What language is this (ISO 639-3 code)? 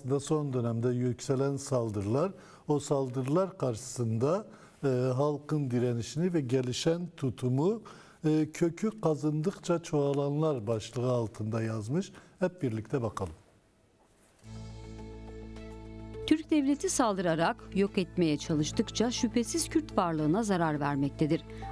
tur